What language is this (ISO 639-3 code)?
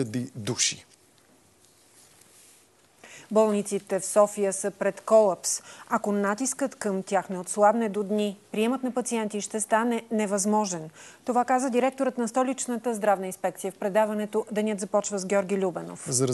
bul